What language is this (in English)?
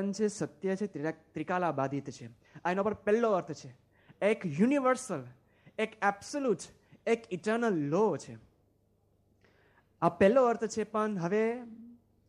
Gujarati